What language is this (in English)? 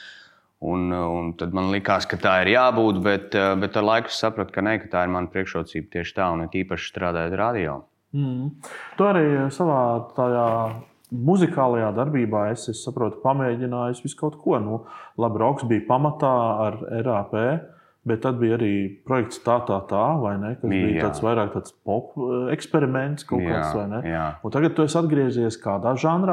Latvian